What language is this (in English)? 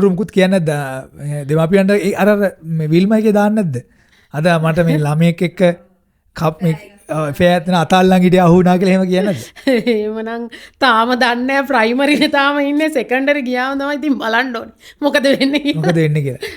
Sinhala